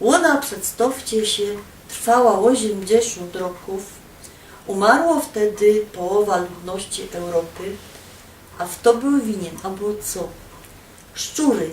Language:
Silesian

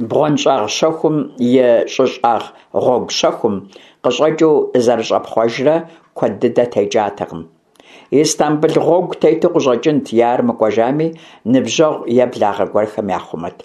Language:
Kabardian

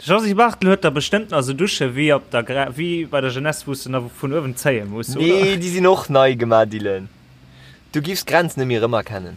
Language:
Luxembourgish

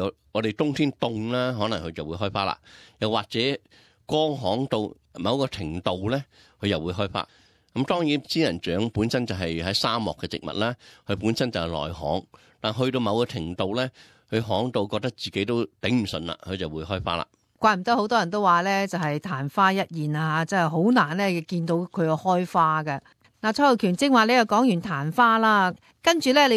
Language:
Cantonese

